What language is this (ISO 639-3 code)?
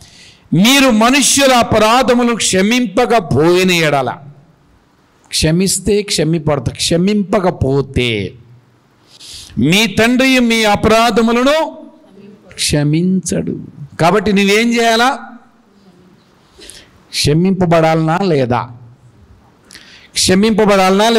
tel